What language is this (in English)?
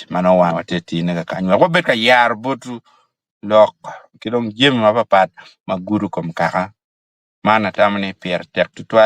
Acoli